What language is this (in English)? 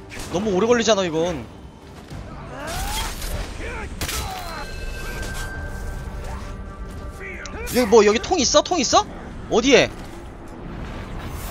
Korean